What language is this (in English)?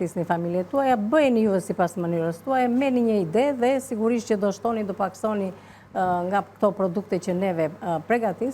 Albanian